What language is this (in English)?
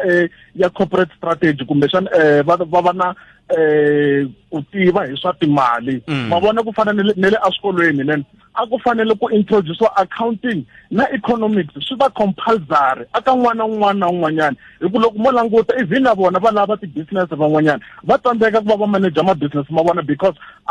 Tsonga